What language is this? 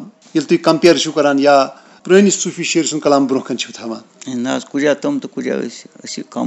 Kashmiri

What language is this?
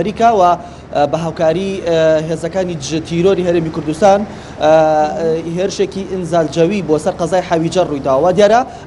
Central Kurdish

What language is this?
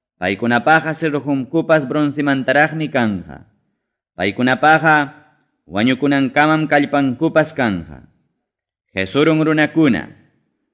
Ayacucho Quechua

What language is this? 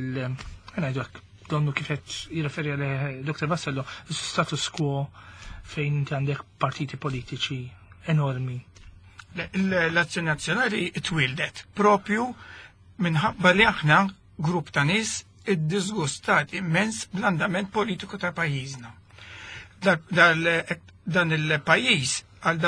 Maltese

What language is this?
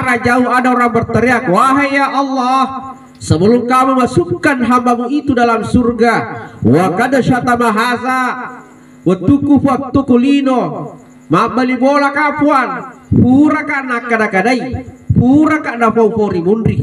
Buginese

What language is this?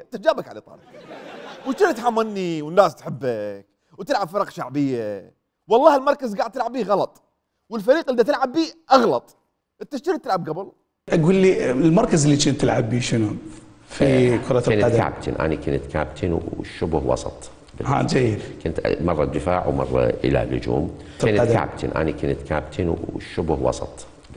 Mesopotamian Arabic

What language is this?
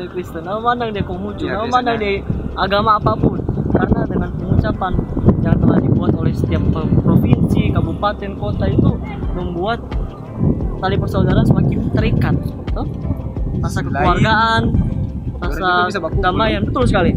Manado Malay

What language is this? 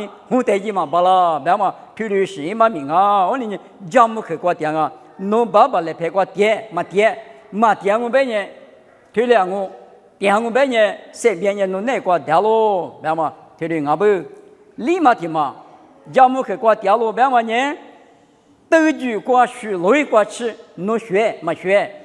Lisu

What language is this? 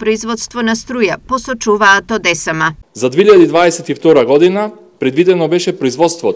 Macedonian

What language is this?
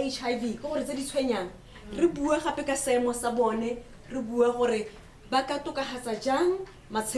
Tswana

